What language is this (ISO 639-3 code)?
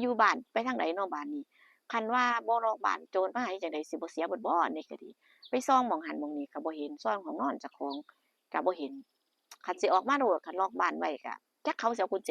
tts